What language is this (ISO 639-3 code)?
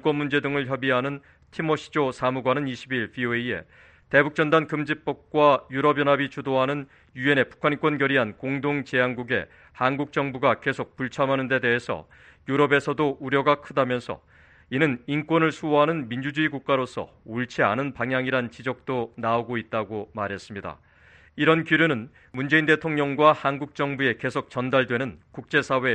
kor